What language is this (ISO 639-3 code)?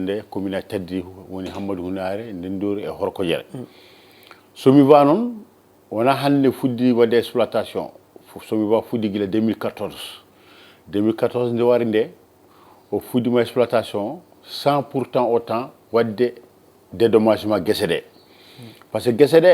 ful